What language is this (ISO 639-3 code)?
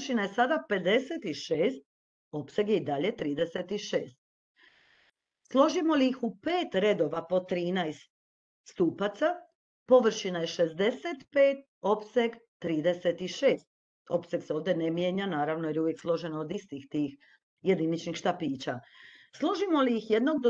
hrv